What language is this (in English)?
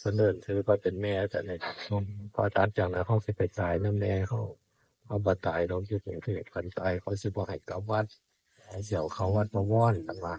Northeastern Thai